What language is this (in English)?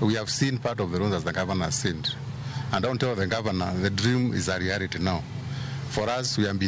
Luo (Kenya and Tanzania)